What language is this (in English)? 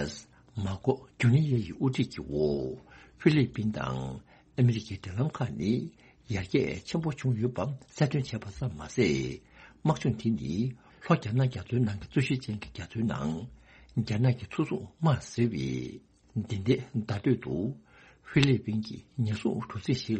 Tibetan